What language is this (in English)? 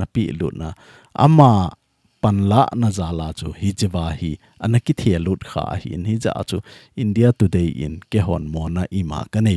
Thado Chin